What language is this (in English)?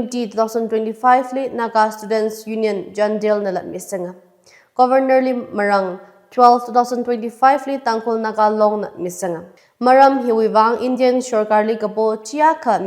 Tangkhul Naga (India)